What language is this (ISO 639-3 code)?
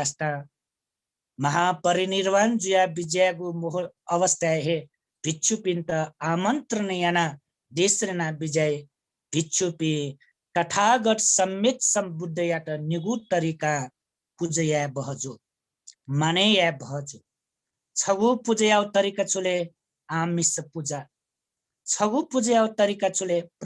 new